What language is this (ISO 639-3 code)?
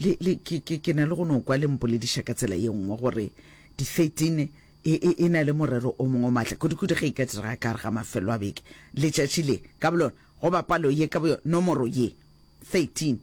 nso